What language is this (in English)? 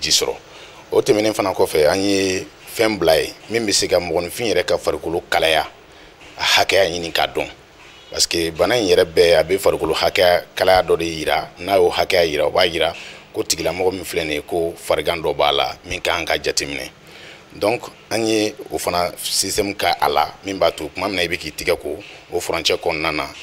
Bambara